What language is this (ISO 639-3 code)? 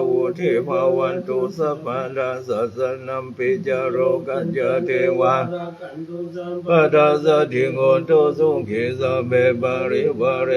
pli